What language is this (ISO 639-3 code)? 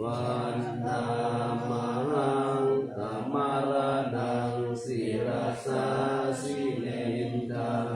pli